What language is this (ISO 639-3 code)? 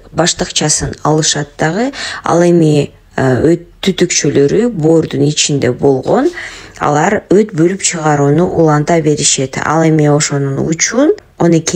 kir